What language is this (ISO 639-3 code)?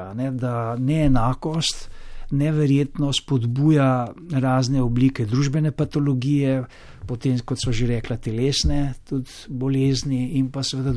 slv